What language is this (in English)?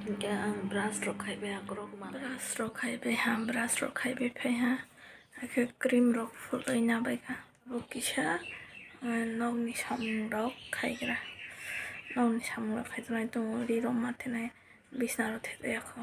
Kok Borok